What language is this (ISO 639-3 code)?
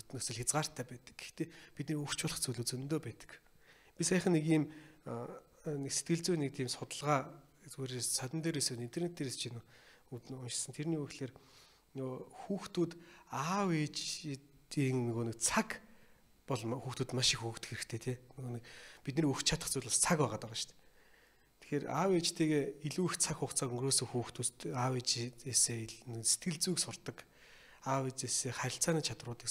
mon